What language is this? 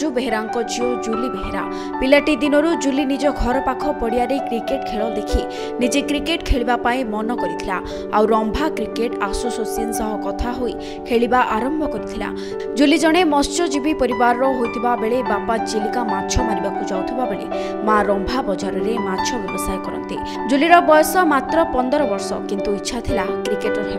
Odia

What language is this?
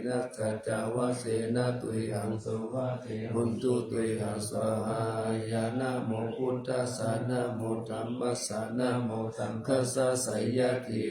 Pali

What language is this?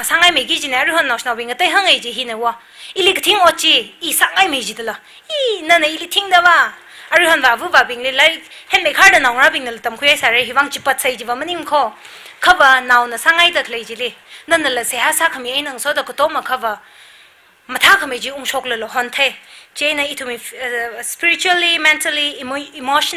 Tangkhul Naga (India)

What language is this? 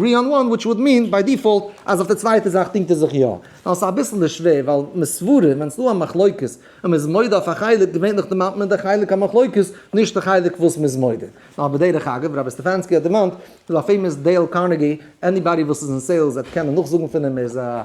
Yiddish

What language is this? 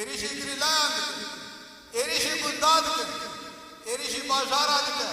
Kurdish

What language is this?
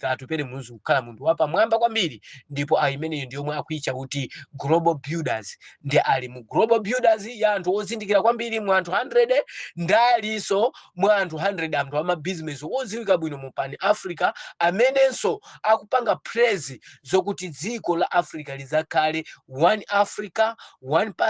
Nyanja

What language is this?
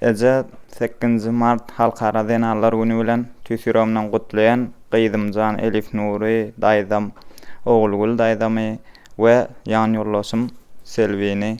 Turkmen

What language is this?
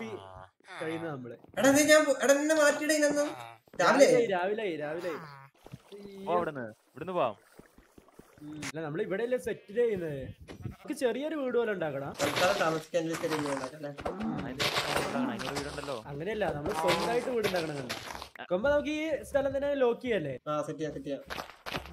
Malayalam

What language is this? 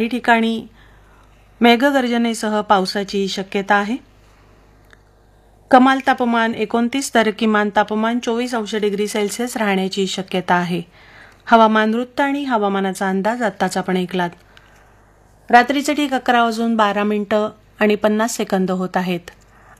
Marathi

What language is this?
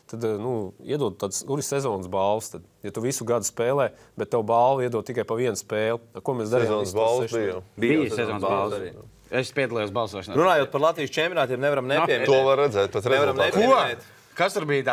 Latvian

